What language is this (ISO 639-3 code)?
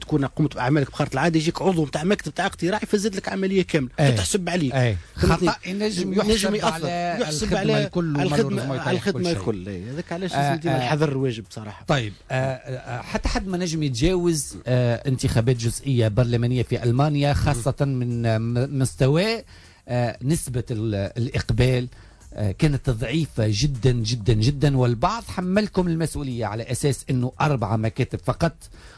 aeb